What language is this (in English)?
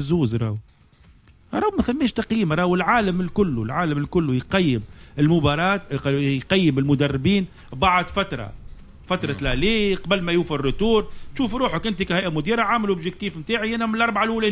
Tunisian Arabic